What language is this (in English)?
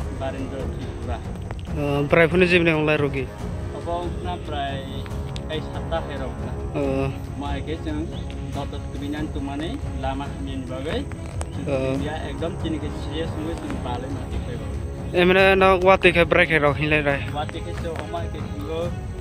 Kok Borok